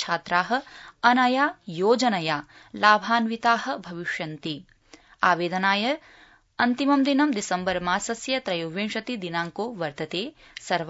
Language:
Sanskrit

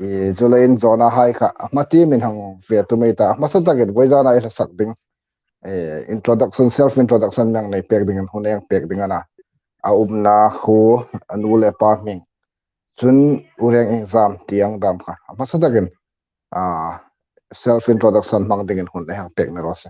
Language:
Hmar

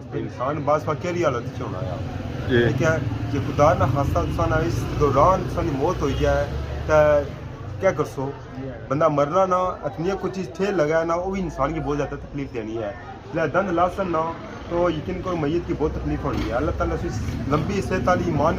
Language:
Pahari-Potwari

